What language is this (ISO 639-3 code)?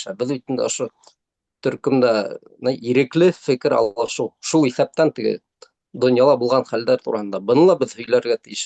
bak